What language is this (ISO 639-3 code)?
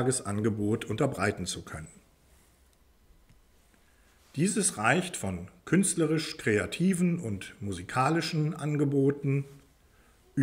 deu